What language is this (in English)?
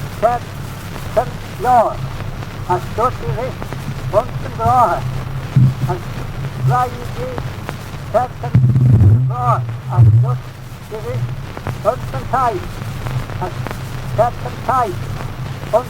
Manx